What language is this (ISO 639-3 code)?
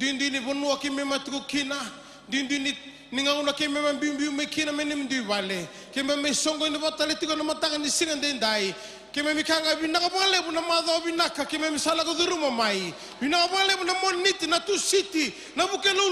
fij